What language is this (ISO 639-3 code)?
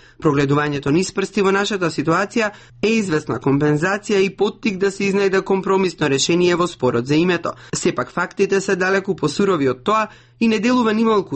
mkd